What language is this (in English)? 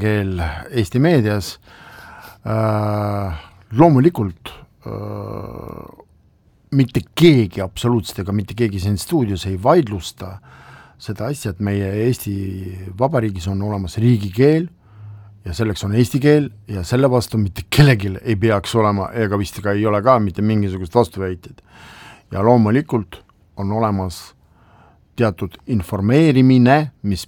Estonian